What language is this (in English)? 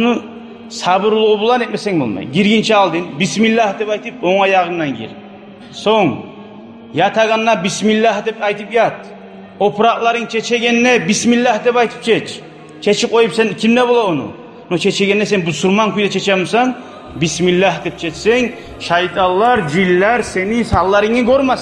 Kumyk